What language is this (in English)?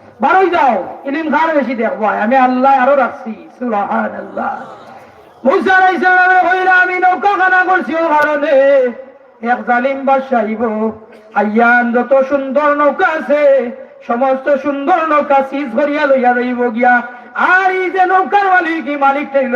Sylheti